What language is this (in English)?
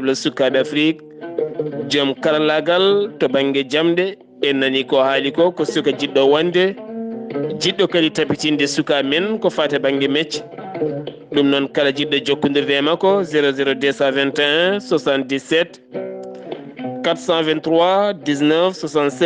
Fula